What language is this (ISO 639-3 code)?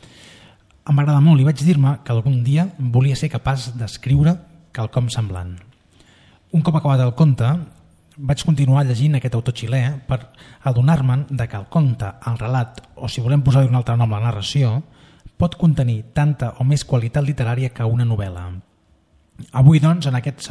cat